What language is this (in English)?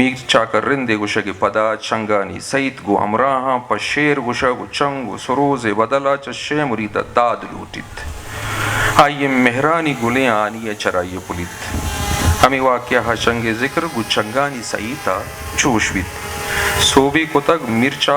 Eastern Balochi